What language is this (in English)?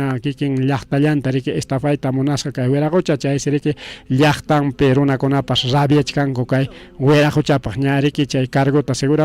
Ayacucho Quechua